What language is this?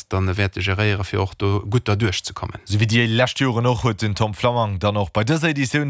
Luxembourgish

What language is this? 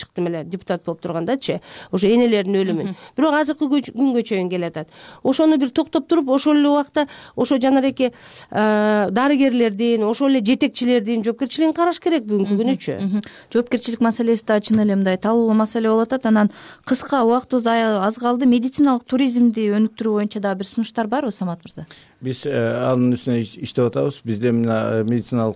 Kyrgyz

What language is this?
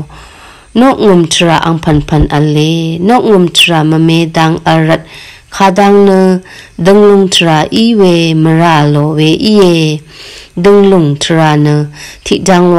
Rawang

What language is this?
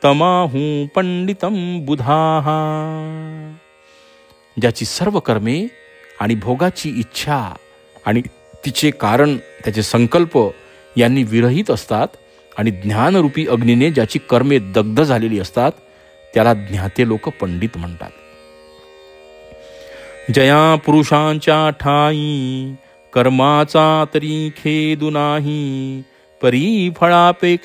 Marathi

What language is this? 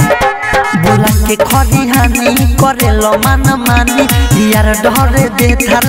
Bhojpuri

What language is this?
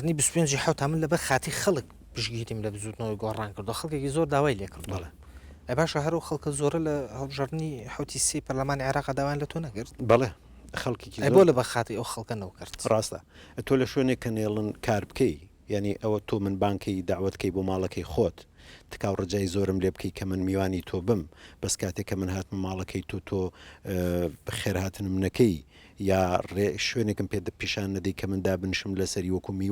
Central Kurdish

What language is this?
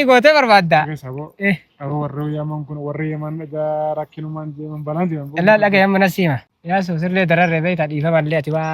Oromo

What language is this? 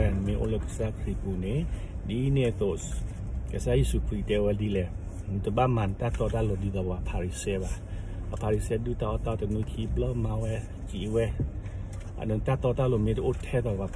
S'gaw Karen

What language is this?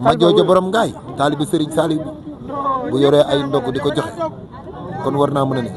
Wolof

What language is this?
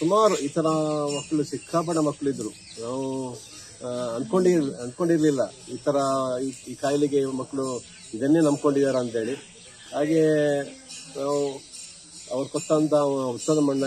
Kannada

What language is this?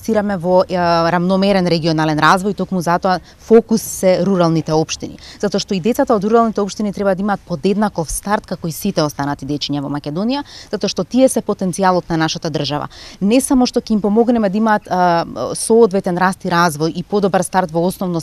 Macedonian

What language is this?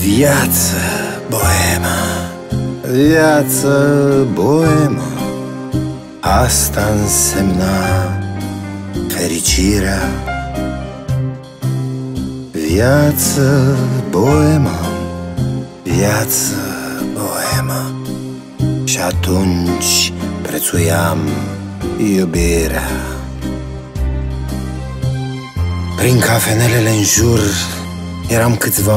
Romanian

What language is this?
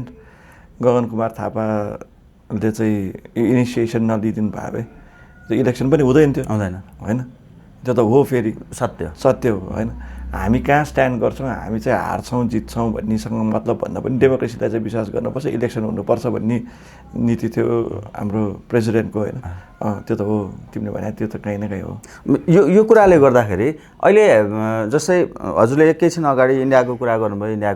Nepali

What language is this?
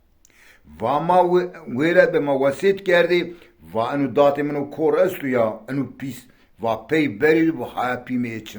Zaza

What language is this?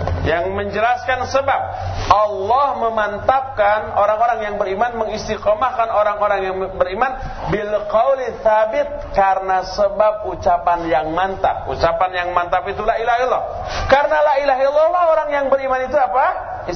Indonesian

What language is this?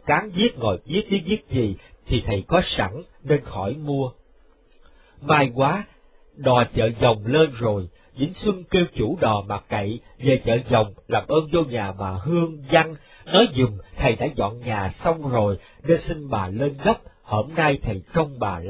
Vietnamese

